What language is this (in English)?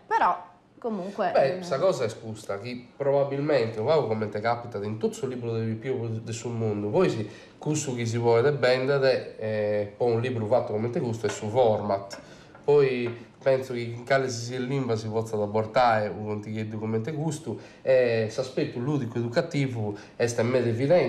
Sardinian